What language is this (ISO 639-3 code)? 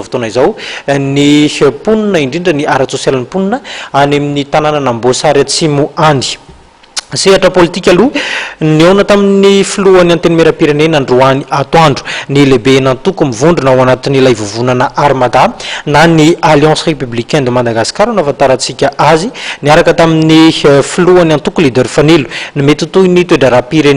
mlg